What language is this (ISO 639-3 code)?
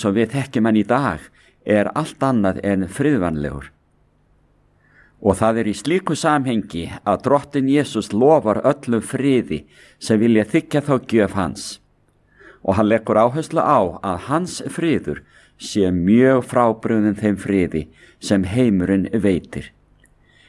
isl